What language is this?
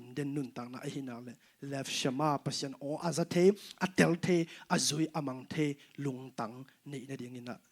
Tedim Chin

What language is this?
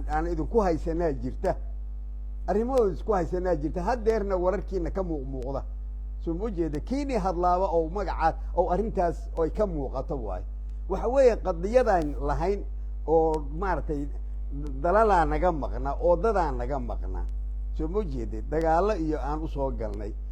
Somali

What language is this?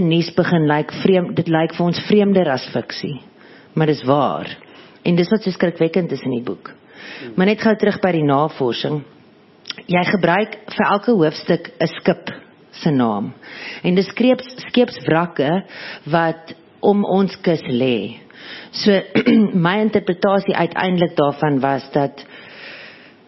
Afrikaans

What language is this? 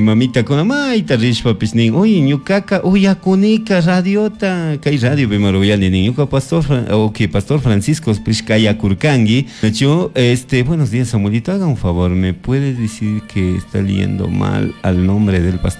Chimborazo Highland Quichua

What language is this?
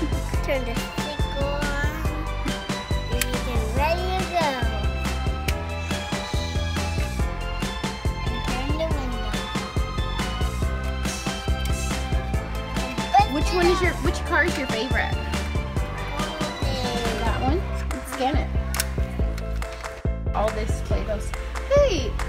English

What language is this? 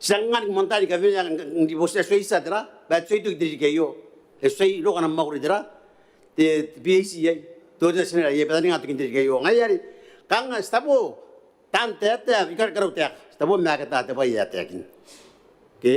Gilbertese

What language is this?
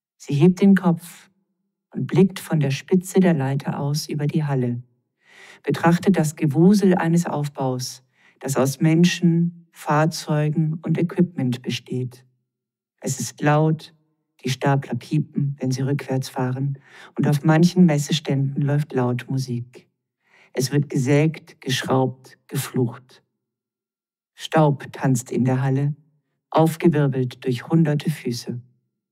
German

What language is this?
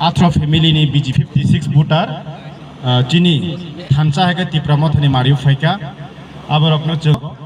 Kok Borok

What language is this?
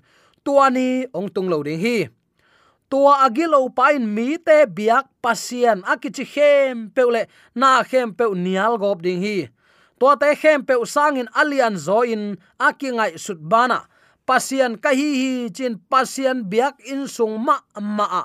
Tedim Chin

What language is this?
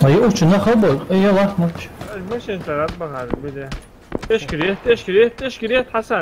Ingush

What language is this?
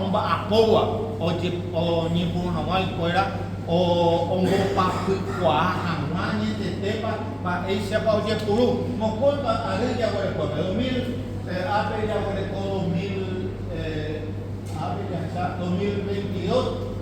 Guarani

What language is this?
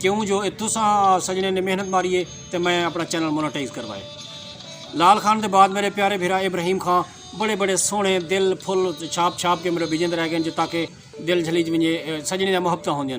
Saraiki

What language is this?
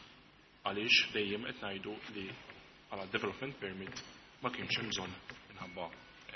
Maltese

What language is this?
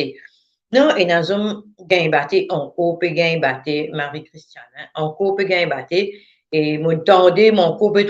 Morisyen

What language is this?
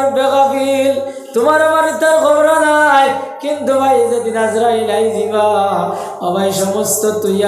Sylheti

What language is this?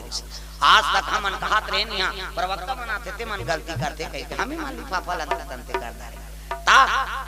Chhattisgarhi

